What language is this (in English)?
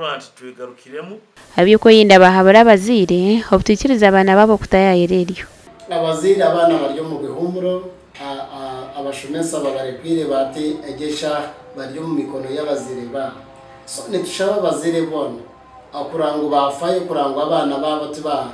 Nyankole